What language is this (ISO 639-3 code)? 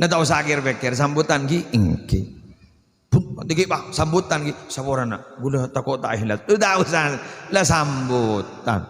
mad